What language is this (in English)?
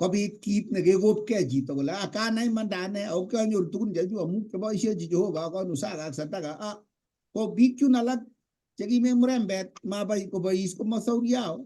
Kalenjin